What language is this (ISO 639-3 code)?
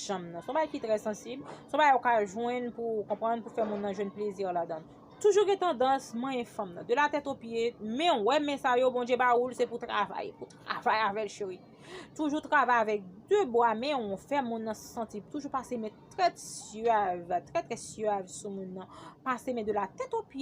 hat